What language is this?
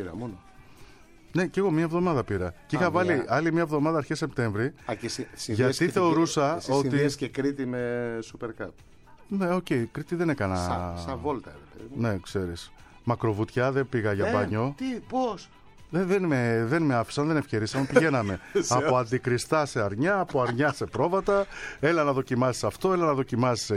Greek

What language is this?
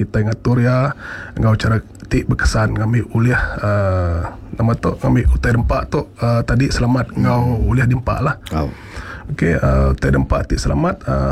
Iban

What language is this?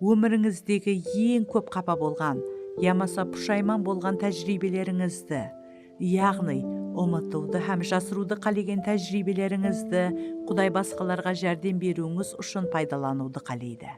Kara-Kalpak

